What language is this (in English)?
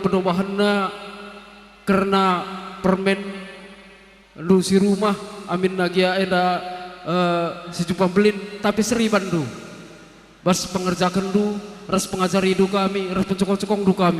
Batak Karo